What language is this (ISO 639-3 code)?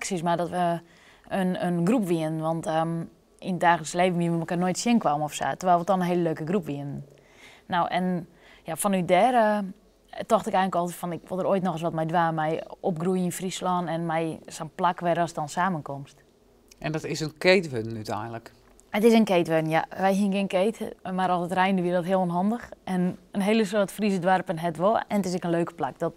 fry